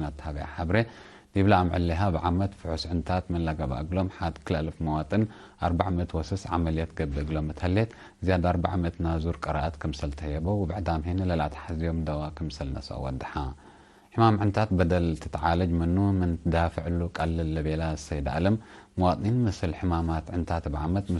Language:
Tigre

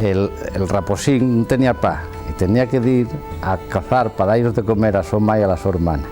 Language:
Asturian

